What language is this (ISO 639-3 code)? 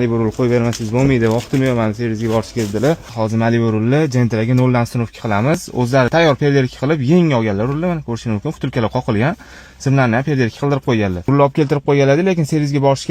uzb